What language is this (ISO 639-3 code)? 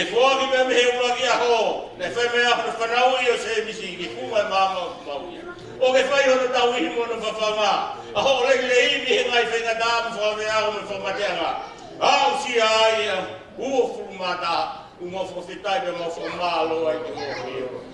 ton